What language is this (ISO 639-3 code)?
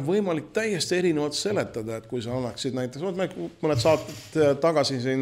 est